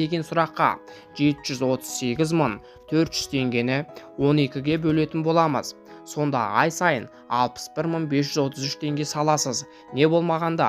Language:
Kazakh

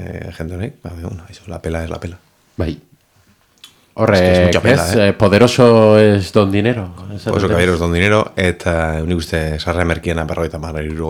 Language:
Basque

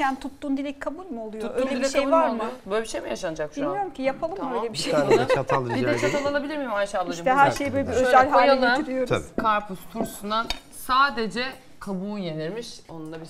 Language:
Turkish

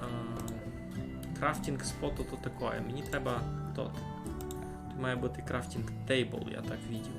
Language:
Rusyn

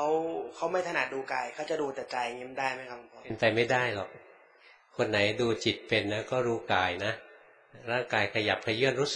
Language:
Thai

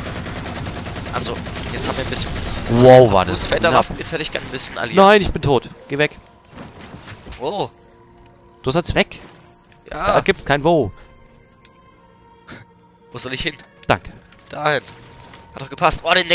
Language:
German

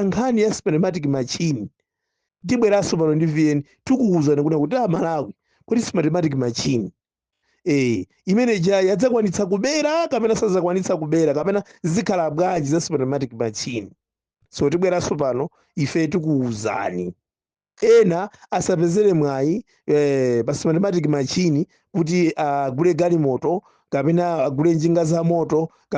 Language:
Nyanja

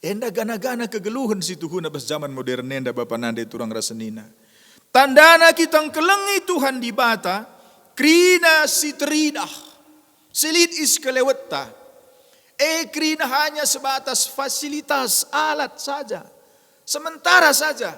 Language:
Batak Karo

